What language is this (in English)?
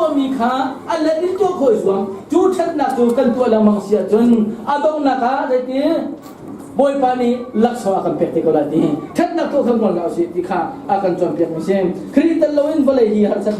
Hakha Chin